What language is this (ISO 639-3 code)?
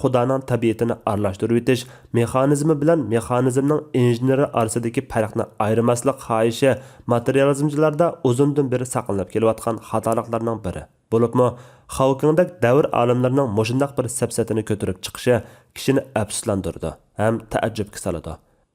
uig